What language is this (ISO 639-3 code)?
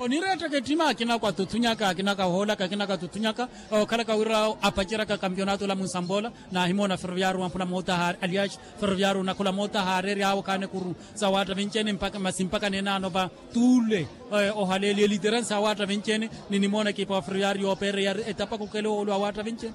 vmw